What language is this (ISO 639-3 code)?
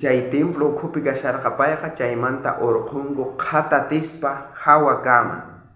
quh